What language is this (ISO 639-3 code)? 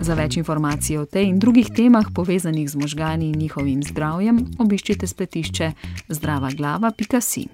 slv